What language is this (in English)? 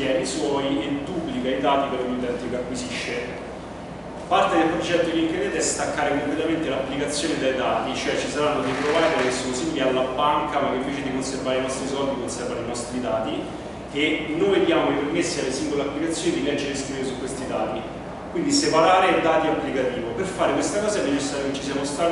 Italian